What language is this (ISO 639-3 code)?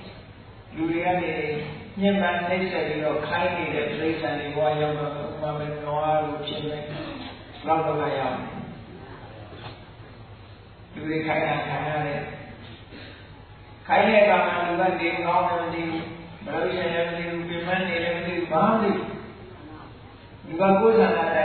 mya